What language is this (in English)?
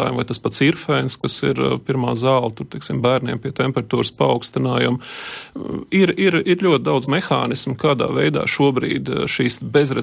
Latvian